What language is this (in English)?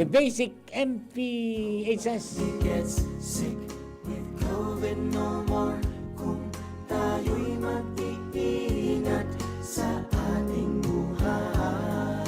Bikol